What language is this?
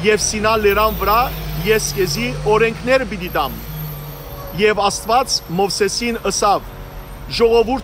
Western Armenian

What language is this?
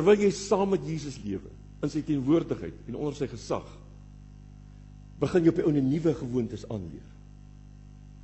Afrikaans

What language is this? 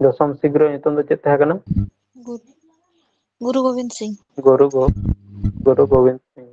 Santali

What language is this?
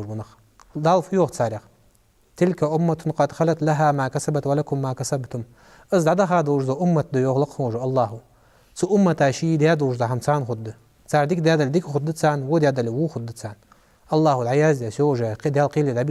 Ingush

